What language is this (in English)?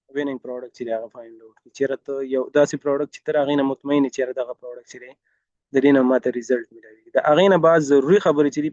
Pashto